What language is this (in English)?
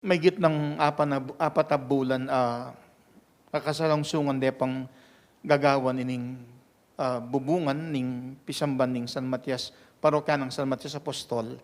Pampanga